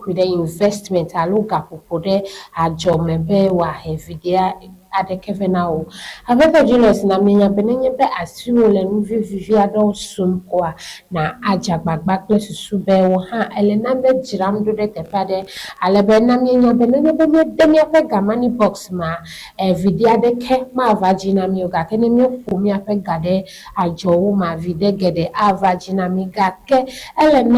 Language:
Ewe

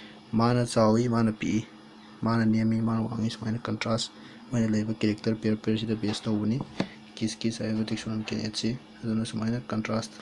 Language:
Manipuri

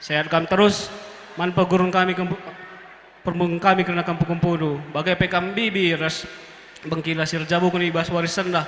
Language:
Batak Karo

